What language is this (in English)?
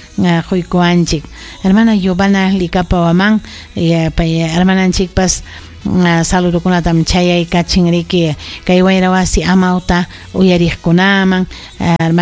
Ayacucho Quechua